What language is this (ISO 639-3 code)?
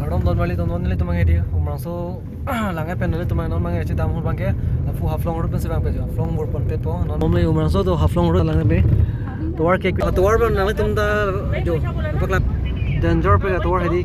mjw